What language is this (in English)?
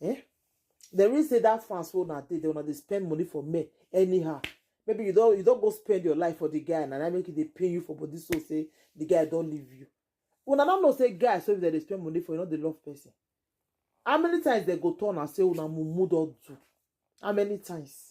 Nigerian Pidgin